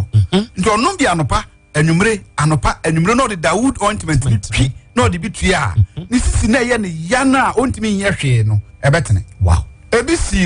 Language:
Akan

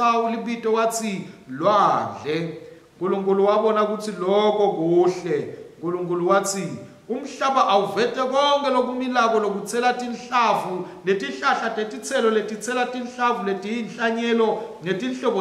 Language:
Swati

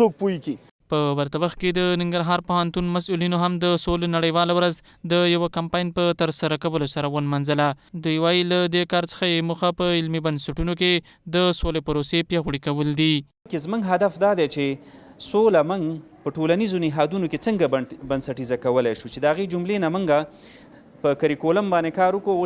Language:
Pashto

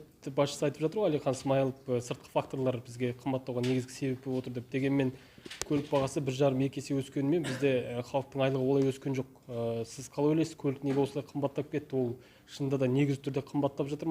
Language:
Kazakh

